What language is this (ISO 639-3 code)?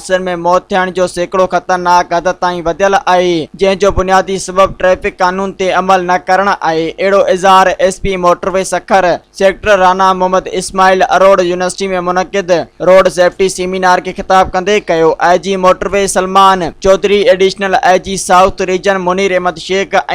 snd